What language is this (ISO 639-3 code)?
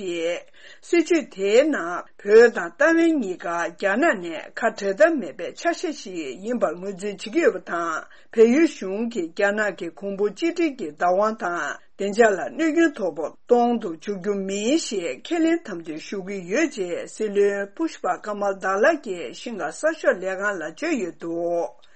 bod